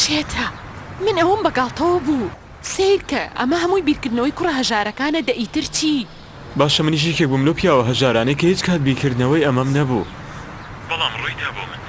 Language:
Central Kurdish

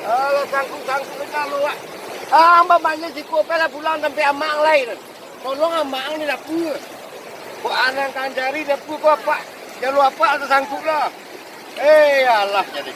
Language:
Minangkabau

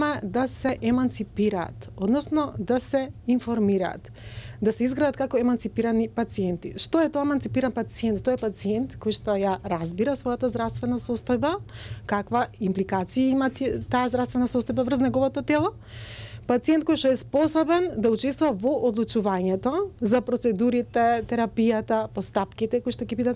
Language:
Macedonian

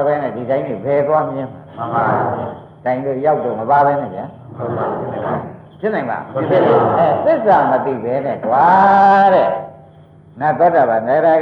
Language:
Burmese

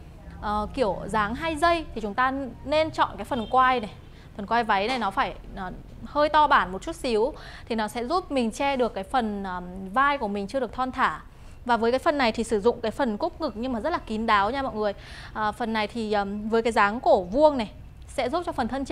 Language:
Vietnamese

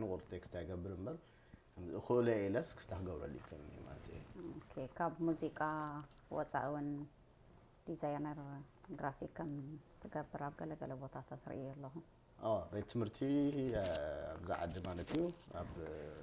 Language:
Tigrinya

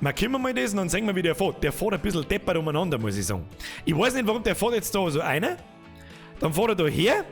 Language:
Bavarian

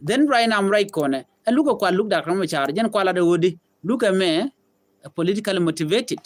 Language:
Nuer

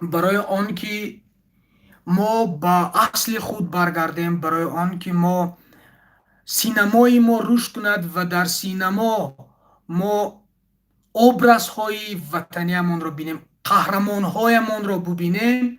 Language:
Tajik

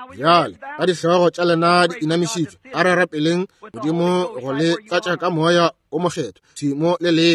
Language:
Northern Sotho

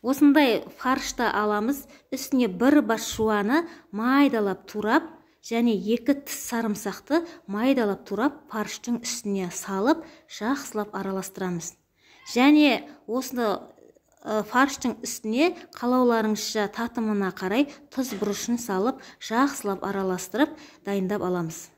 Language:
Kazakh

